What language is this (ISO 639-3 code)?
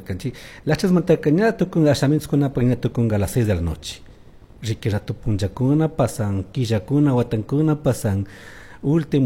qug